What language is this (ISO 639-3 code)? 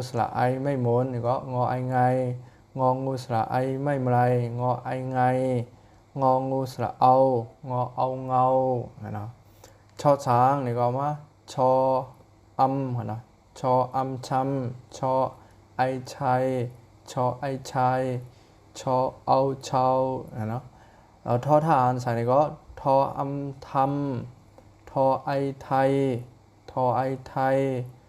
shn